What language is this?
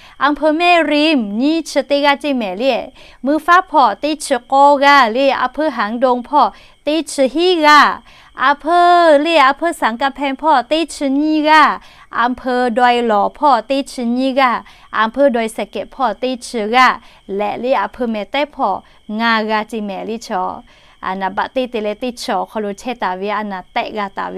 Lahu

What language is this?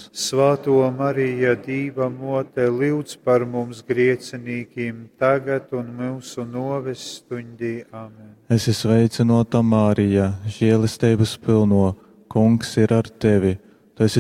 Latgalian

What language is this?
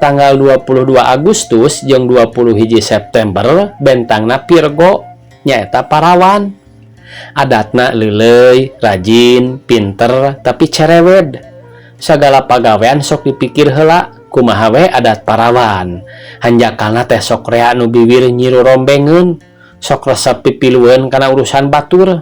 Sundanese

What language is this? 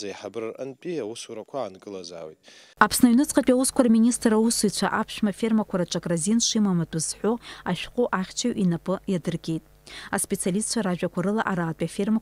Abkhazian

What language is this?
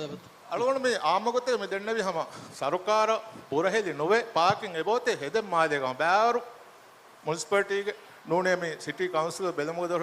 Divehi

